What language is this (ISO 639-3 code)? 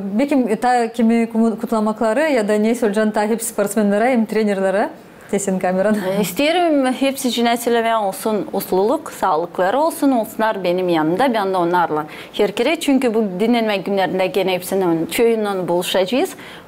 gag